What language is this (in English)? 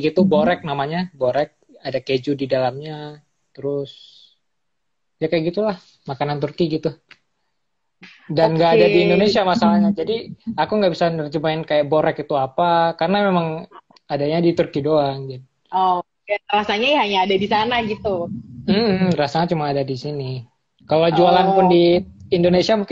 Indonesian